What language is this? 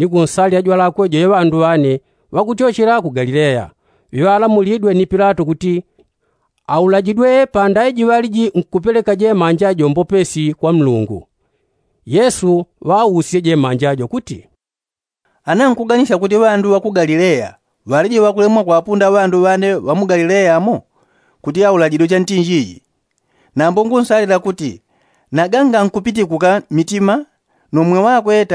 Yao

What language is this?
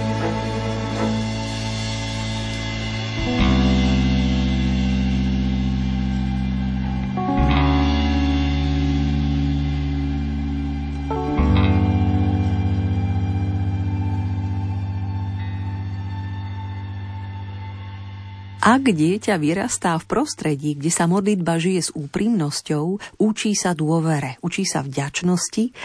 Slovak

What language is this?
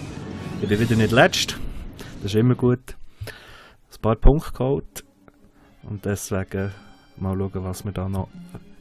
Swiss German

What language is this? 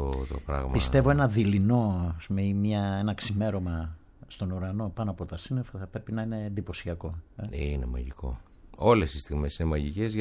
Greek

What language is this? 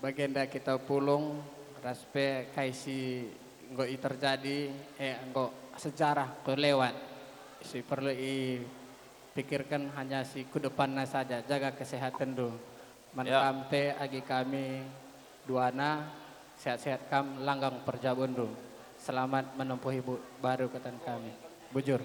Batak Karo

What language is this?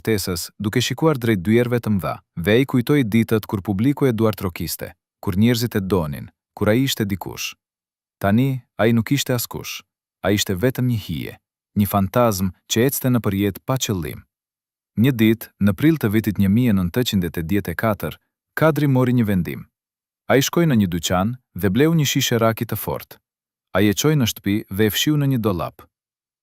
Albanian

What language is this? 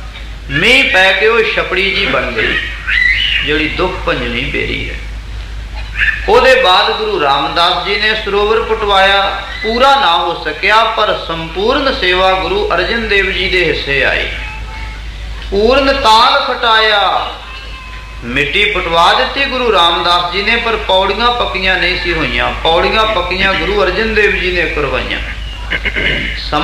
Punjabi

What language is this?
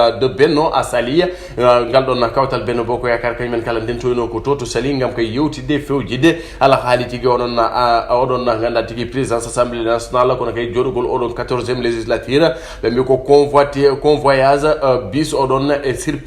Fula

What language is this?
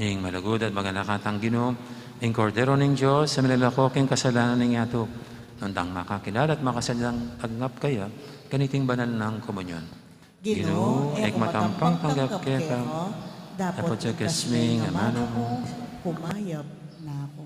Pampanga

